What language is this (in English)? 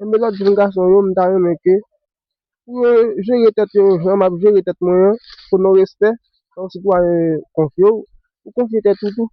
Haitian Creole